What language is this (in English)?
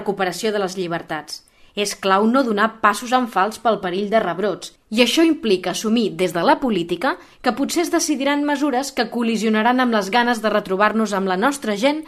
Catalan